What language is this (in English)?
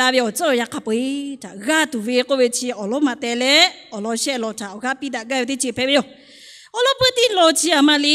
Lahu